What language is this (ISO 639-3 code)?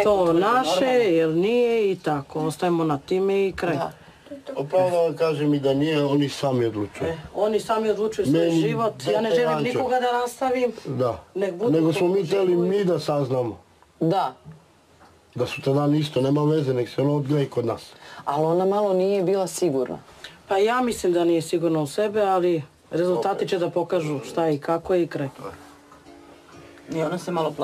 srp